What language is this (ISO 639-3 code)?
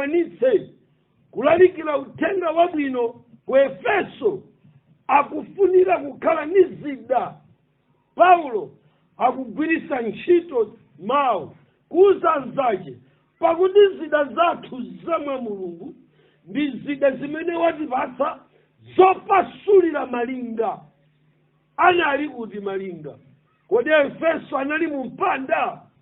nya